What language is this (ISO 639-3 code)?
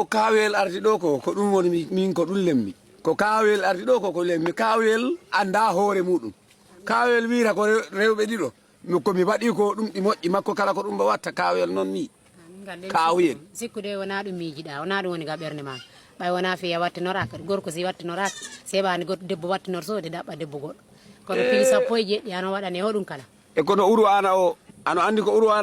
ful